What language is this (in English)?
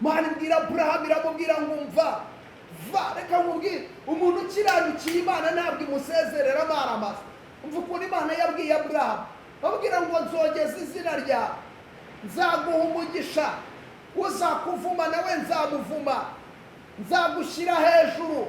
Kinyarwanda